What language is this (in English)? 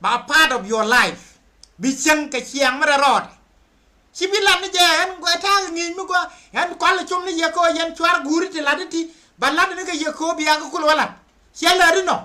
Nuer